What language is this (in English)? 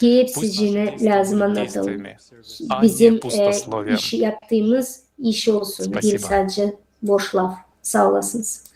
Gagauz